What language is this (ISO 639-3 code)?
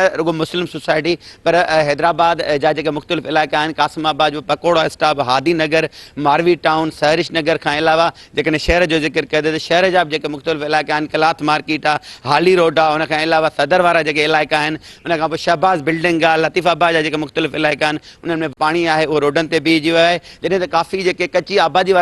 snd